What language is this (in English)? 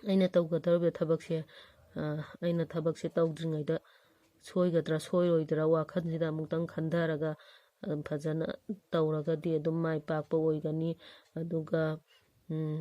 Manipuri